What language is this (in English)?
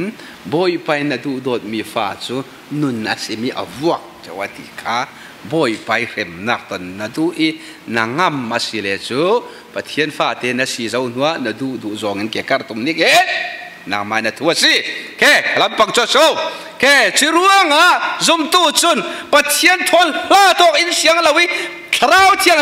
Falam Chin